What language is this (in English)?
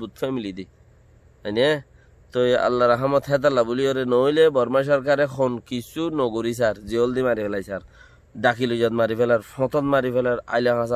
Rohingya